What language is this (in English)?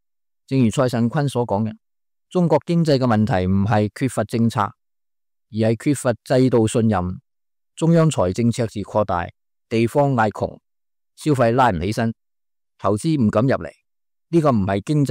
Cantonese